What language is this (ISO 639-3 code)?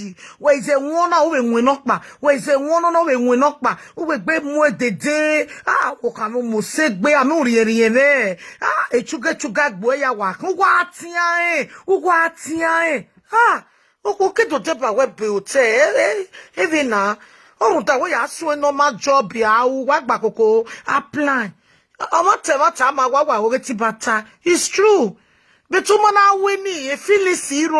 pcm